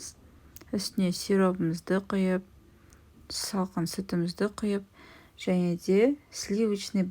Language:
Kazakh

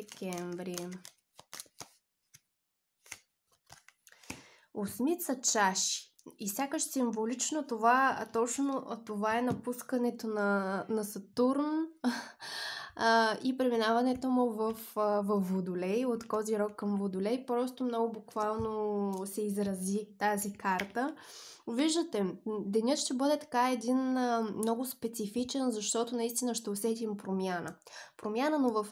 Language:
Bulgarian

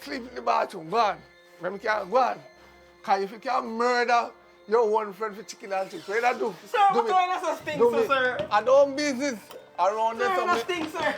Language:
Jamaican Creole English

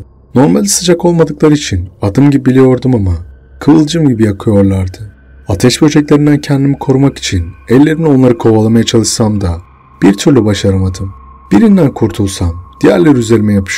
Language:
Turkish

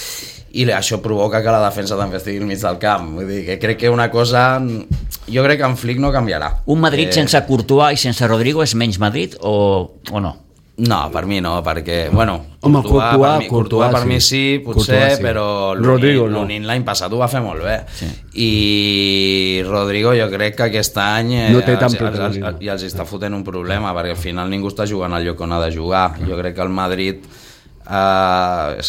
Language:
Catalan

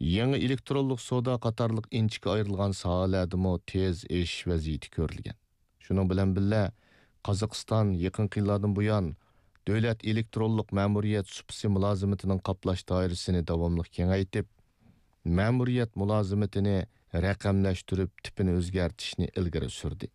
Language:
Uyghur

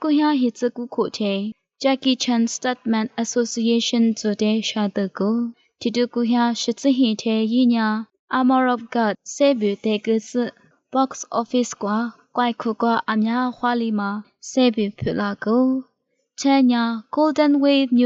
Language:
Lisu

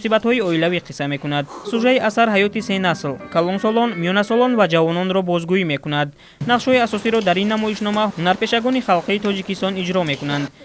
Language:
Tajik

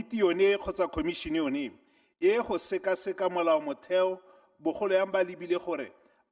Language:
Tswana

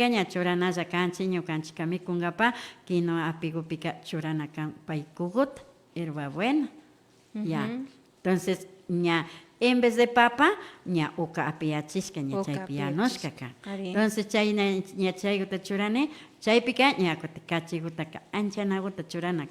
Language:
Imbabura Highland Quichua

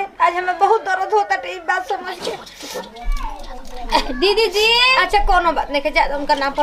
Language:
Bhojpuri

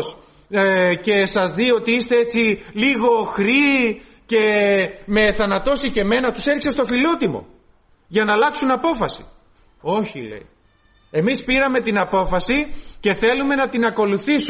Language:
Greek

